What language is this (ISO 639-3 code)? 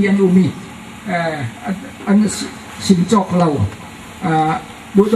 cfm